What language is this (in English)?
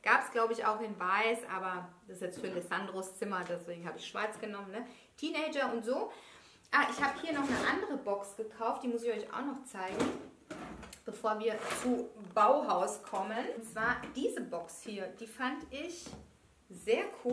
German